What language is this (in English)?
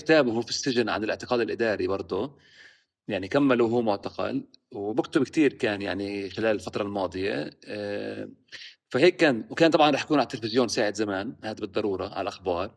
North Levantine Arabic